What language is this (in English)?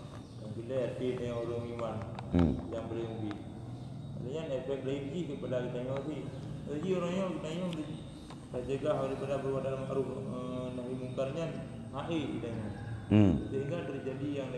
Achinese